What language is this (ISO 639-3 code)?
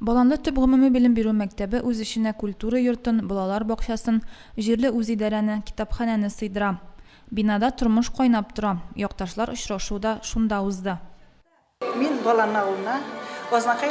tat